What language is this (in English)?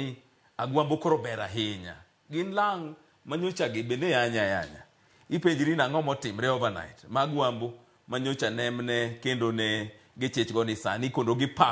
Luo (Kenya and Tanzania)